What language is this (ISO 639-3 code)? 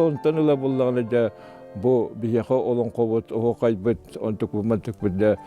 sah